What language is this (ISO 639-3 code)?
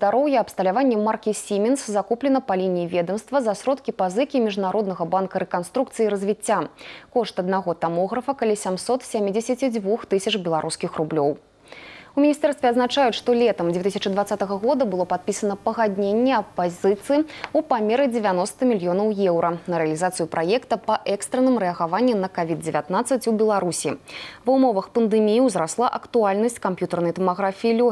bel